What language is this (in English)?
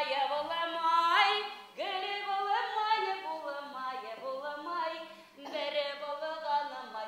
Bashkir